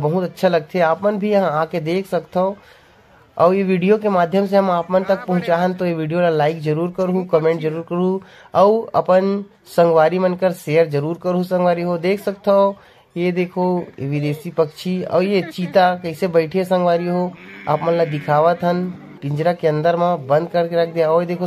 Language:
Chhattisgarhi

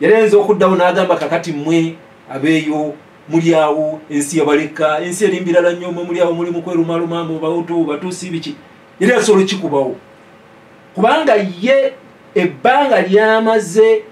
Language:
Ganda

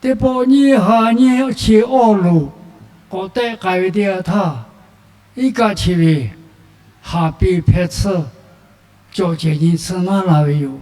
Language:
Lahu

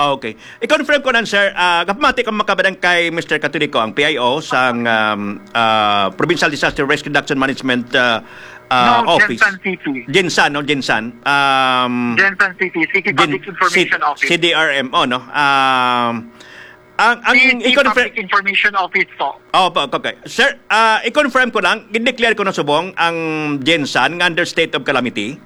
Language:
Hiligaynon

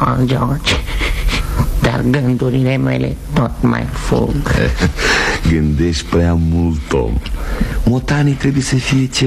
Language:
Romanian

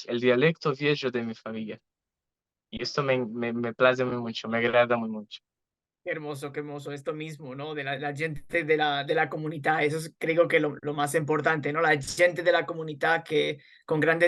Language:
Ladino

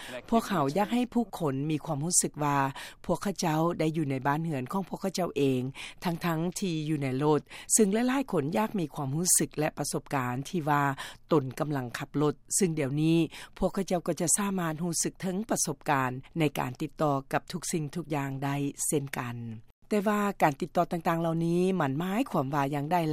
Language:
Lao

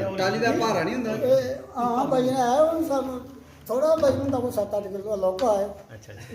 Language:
Dogri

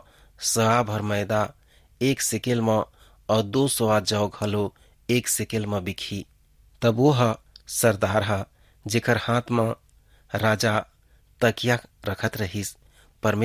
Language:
Chhattisgarhi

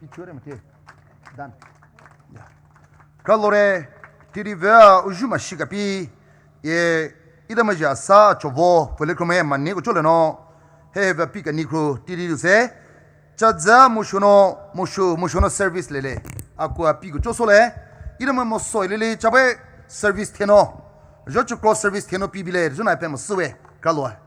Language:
Poumei Naga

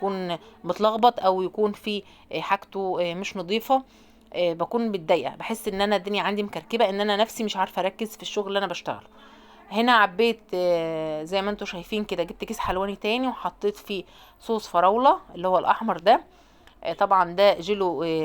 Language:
Egyptian Arabic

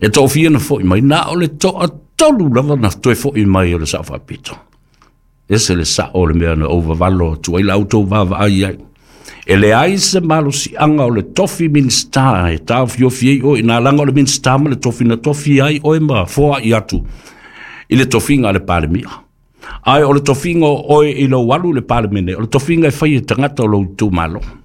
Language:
Samoan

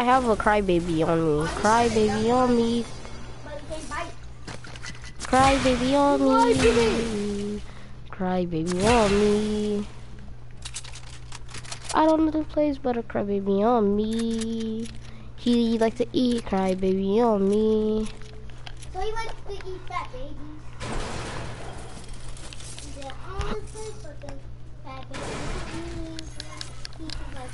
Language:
English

